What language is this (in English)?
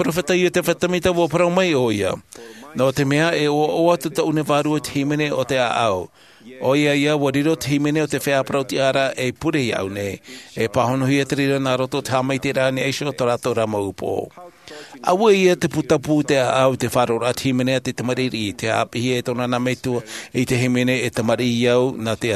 Tahitian